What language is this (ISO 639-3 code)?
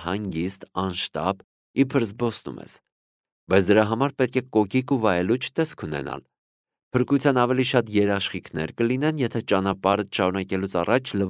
hye